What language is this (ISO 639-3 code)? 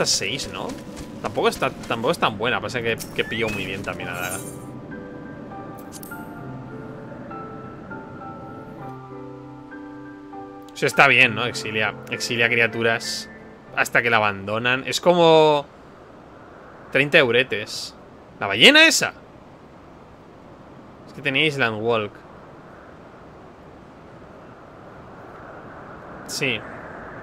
spa